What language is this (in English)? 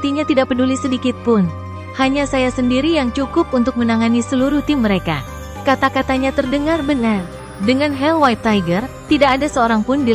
Indonesian